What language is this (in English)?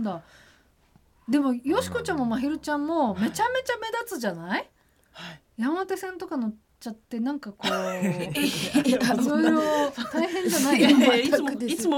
Japanese